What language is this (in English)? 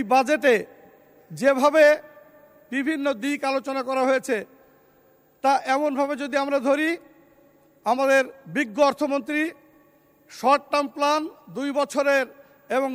Bangla